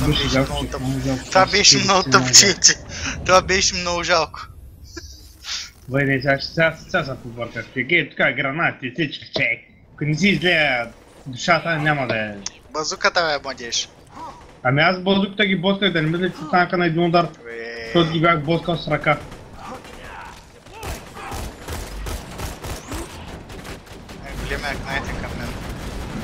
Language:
Bulgarian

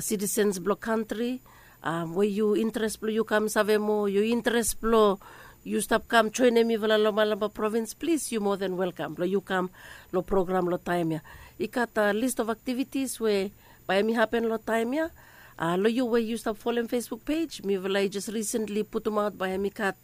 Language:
Bislama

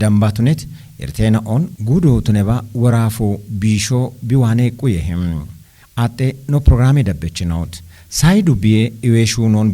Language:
Kafa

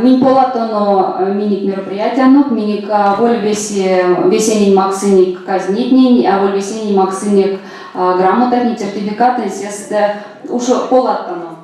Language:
Erzya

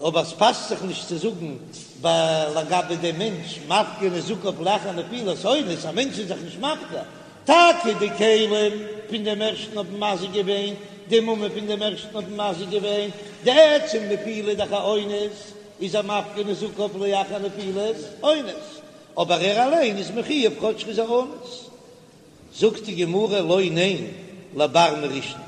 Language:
Yiddish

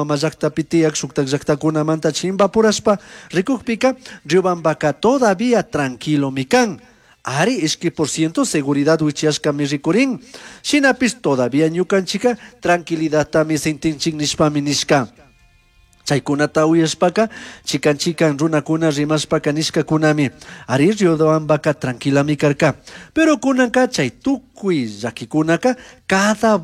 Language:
Chimborazo Highland Quichua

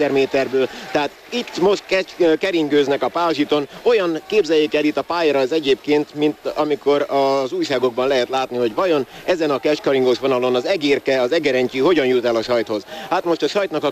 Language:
Hungarian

